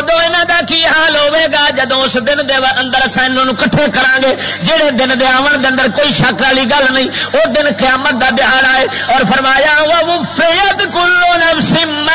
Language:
Western Panjabi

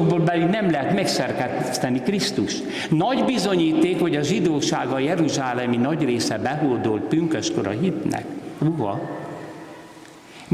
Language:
Hungarian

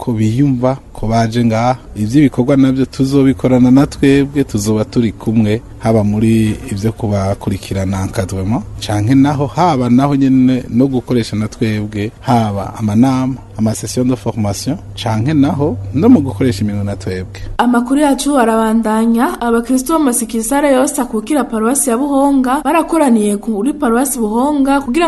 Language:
Rundi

